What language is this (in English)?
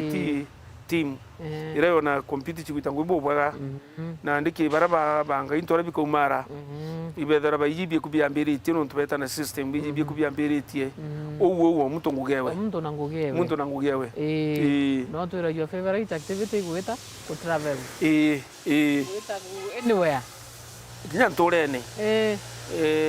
Meru